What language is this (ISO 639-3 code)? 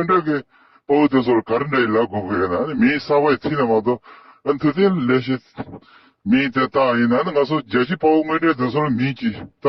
bod